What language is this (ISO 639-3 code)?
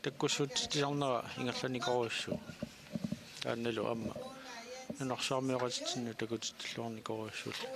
kal